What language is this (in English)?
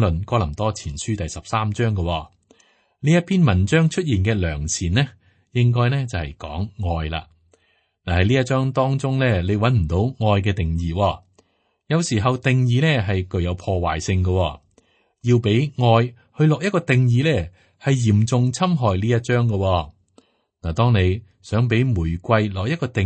Cantonese